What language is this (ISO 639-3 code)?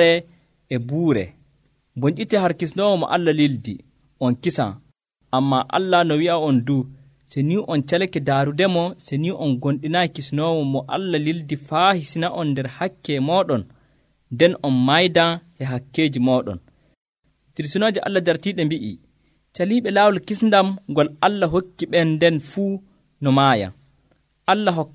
fuv